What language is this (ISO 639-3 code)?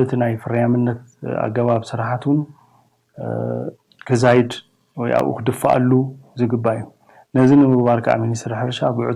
tir